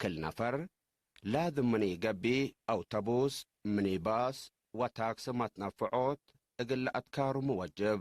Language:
Tigre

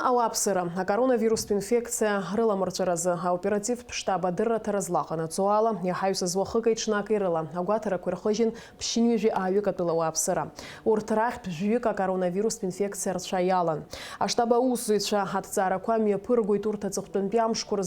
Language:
Abkhazian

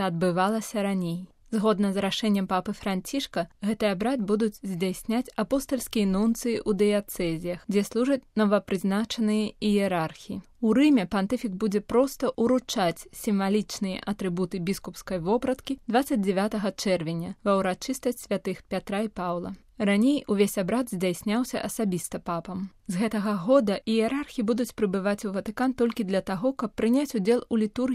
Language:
Belarusian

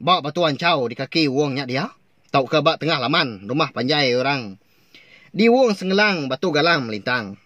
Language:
Iban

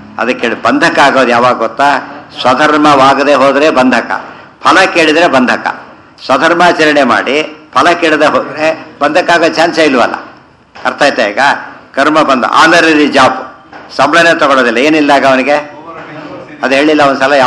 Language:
Kannada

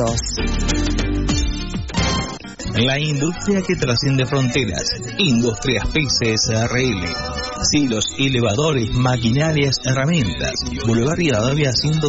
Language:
Spanish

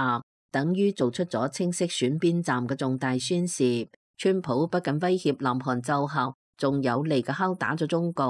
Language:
Cantonese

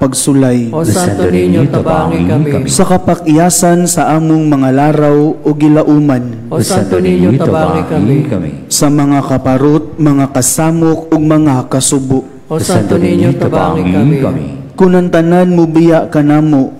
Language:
Cebuano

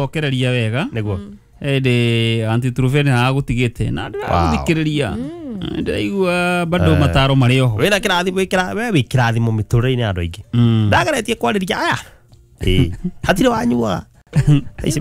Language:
Kikuyu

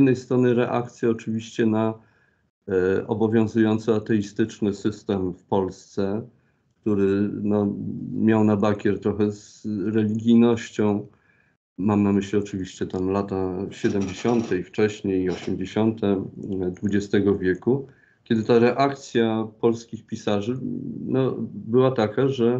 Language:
Polish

